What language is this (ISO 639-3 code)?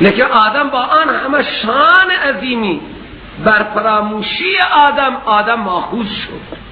fas